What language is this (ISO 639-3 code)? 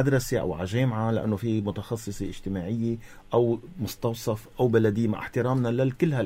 apc